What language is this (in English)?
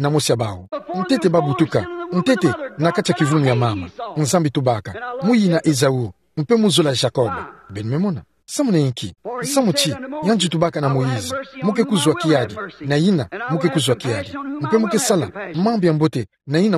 Kituba (Democratic Republic of Congo)